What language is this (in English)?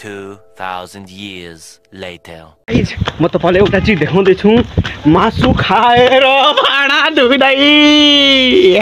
Nepali